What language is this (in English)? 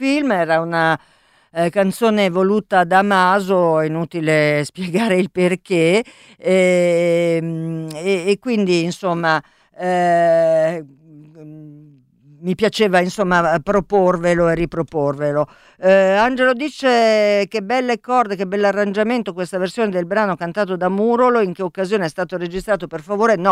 Italian